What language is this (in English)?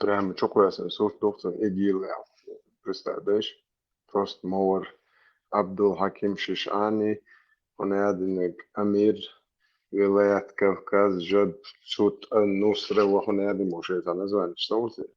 Chechen